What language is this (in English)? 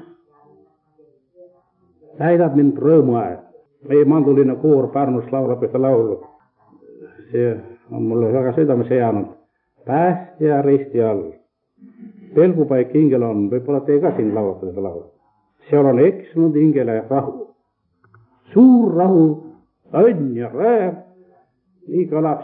Estonian